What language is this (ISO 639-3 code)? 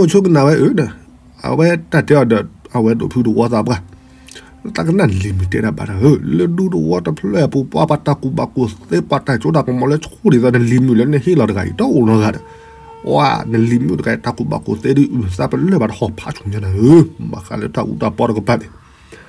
ksw